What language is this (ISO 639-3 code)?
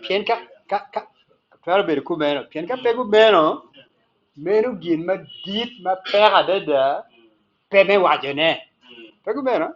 ach